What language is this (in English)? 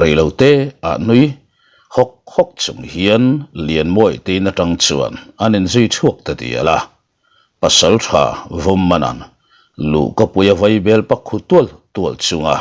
Mizo